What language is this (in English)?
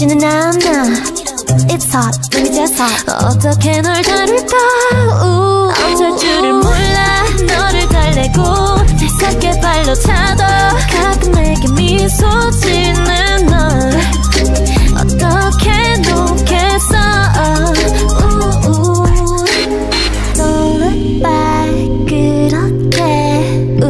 Korean